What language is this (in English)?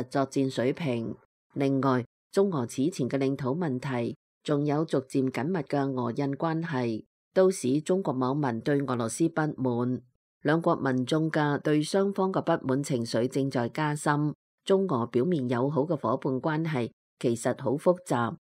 Cantonese